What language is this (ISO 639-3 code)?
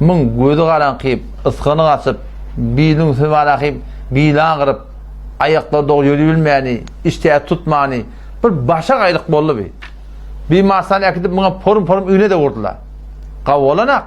tuk